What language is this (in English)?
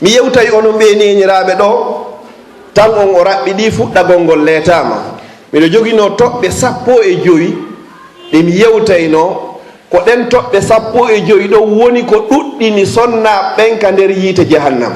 Fula